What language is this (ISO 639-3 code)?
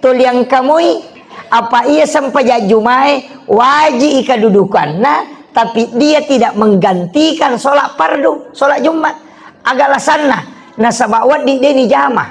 bug